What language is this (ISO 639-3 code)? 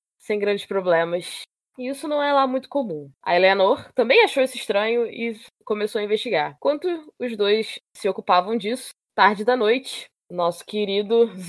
por